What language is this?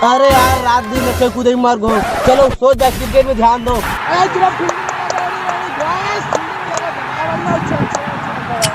Chhattisgarhi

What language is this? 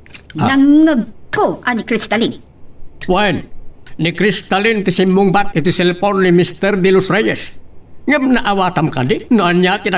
Iloko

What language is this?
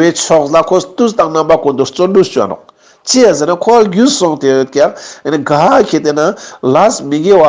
Ladakhi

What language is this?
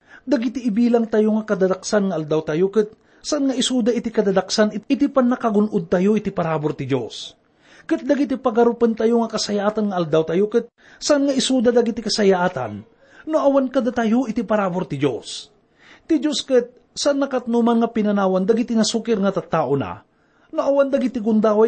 Iloko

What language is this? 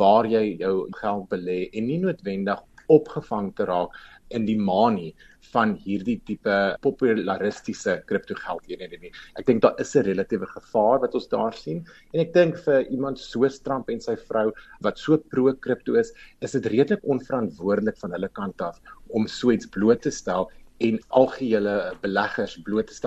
Afrikaans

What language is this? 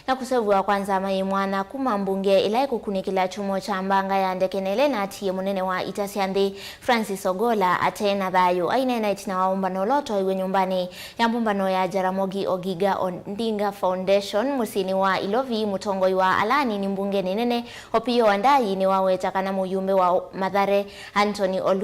Kamba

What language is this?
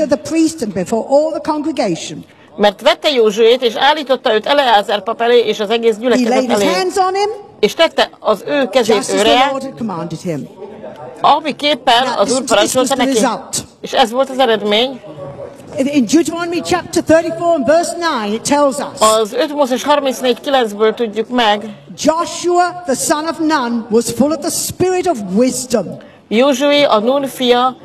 Hungarian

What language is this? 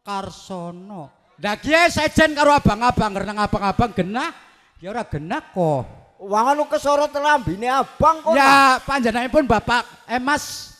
Javanese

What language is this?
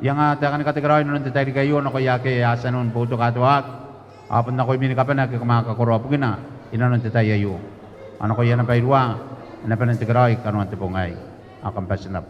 Gilbertese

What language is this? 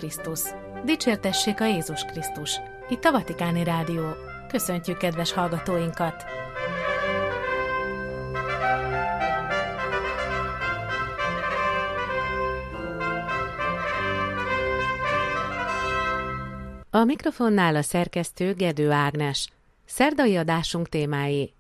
Hungarian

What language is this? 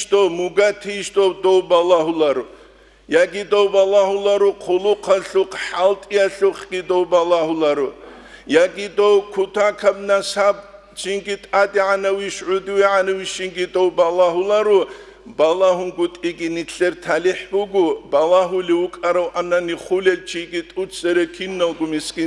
Avaric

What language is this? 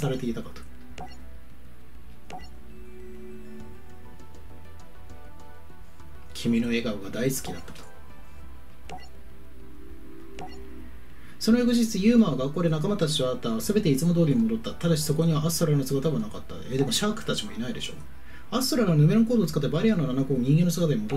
Japanese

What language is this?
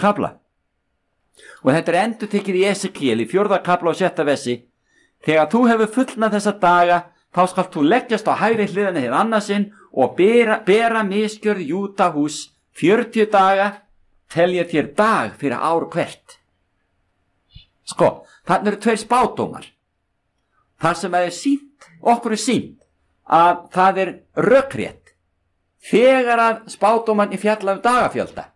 Icelandic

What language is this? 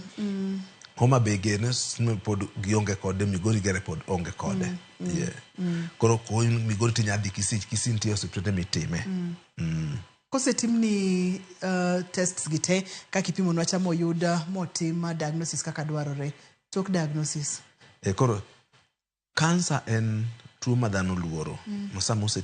Luo (Kenya and Tanzania)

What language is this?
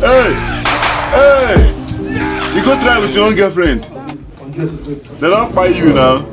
Nigerian Pidgin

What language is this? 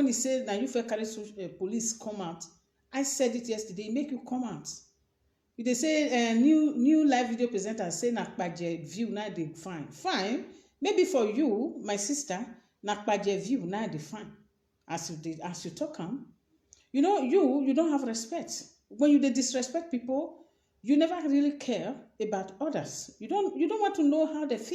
Nigerian Pidgin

